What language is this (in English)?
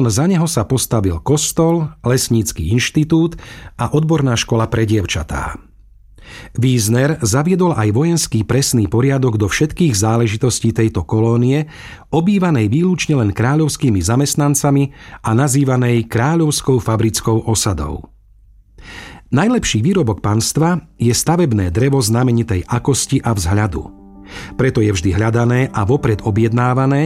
Slovak